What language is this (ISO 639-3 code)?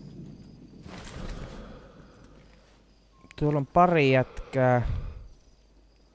fin